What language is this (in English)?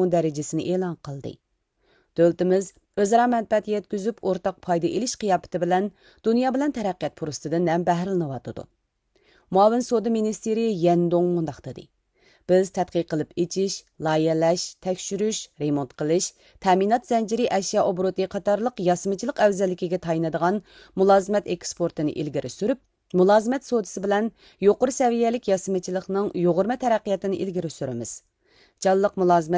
Uyghur